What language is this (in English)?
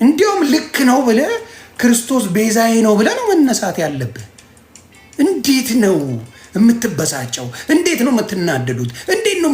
Amharic